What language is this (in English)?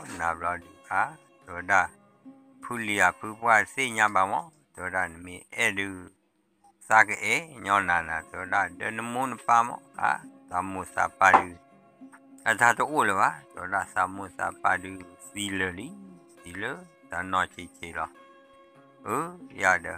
S'gaw Karen